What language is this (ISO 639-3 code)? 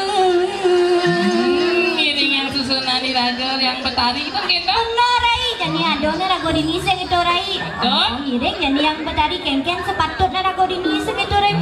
ban